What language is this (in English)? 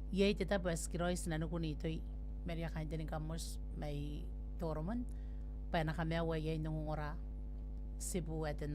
Gilbertese